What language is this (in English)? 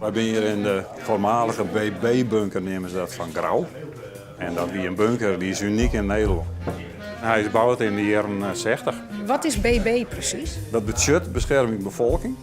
Western Frisian